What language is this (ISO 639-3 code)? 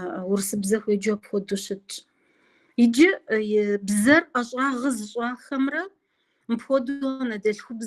kbd